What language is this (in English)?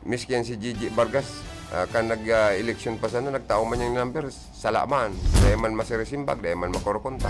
Bikol